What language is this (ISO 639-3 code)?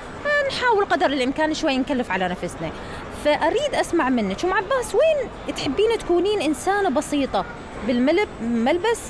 acm